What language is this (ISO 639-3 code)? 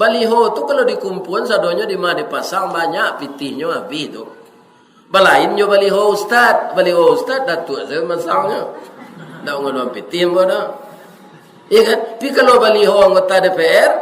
min